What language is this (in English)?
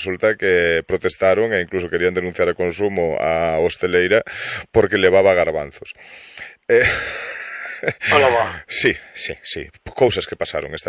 Galician